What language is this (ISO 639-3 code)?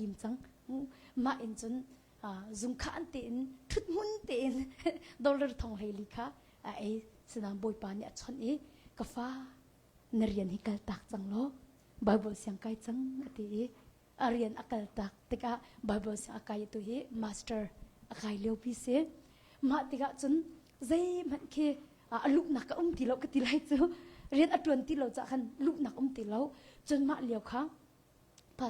cnh